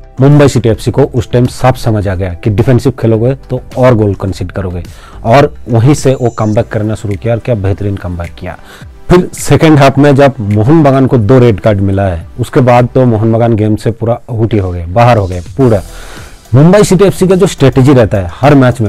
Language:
Hindi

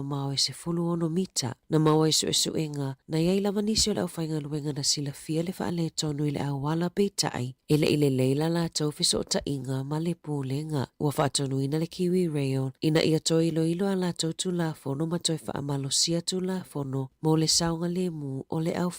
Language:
Samoan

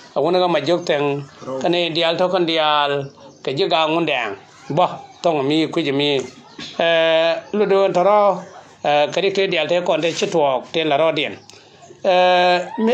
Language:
Nuer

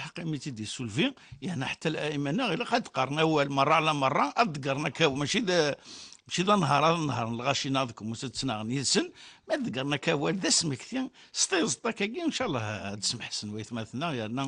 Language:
Kabyle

